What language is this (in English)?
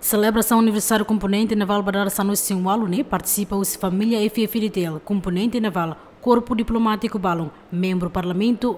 Tetum